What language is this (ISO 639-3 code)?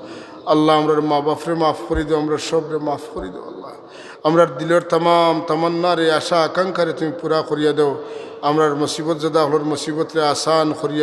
syl